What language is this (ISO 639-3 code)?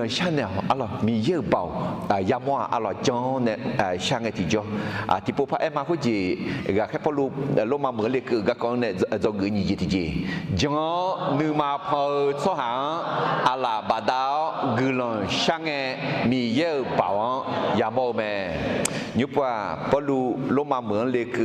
ahk